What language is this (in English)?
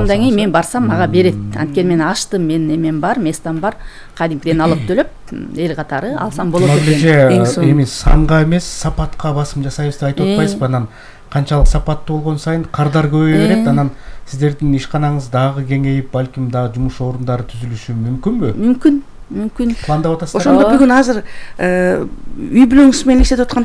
Kyrgyz